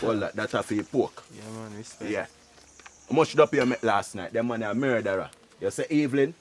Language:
Jamaican Creole English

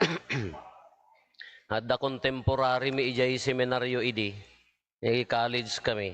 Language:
Iloko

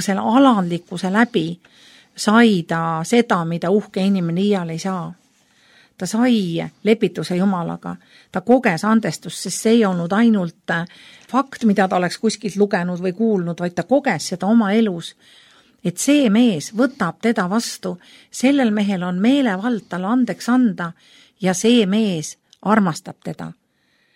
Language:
Estonian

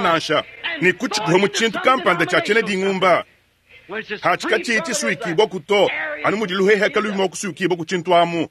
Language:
Luba-Lulua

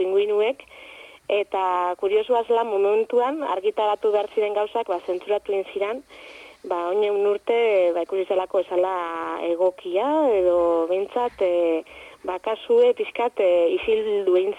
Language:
Basque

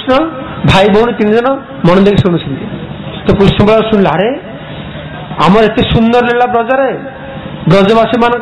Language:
Odia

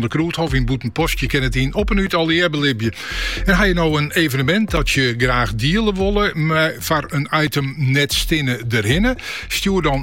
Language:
Western Frisian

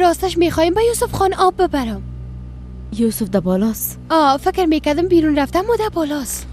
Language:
Persian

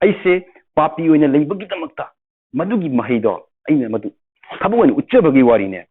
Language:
Manipuri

